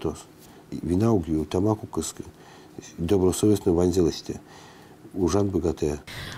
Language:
Udmurt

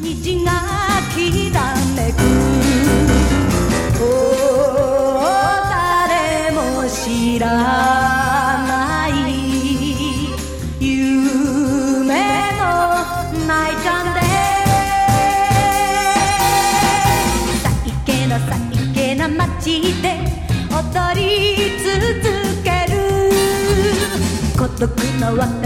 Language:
Japanese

